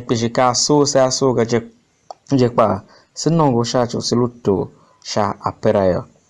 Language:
Tiv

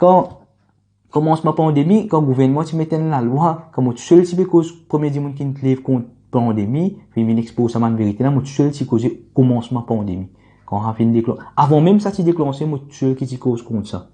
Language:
Morisyen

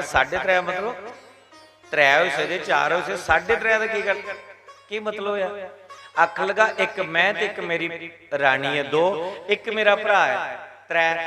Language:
Dogri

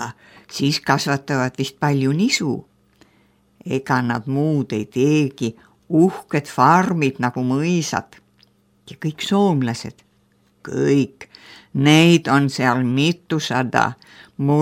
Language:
Estonian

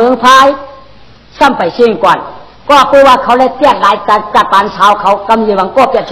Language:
Shan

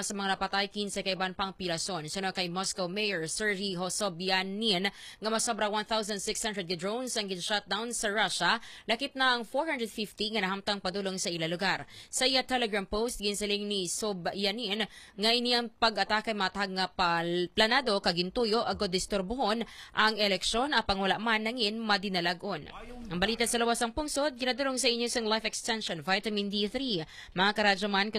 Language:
Hiligaynon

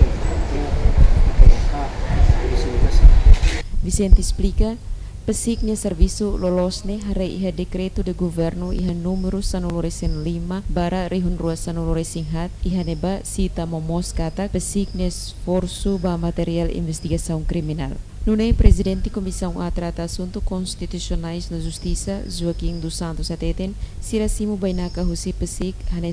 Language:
Tetum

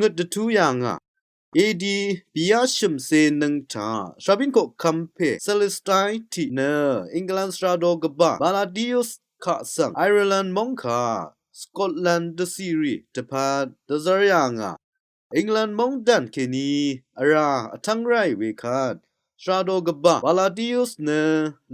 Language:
Rawang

